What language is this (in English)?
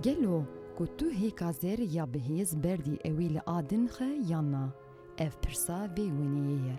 Kurdish